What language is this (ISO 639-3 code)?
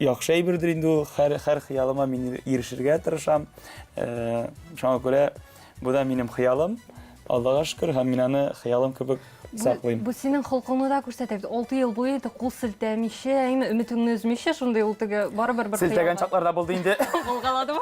tat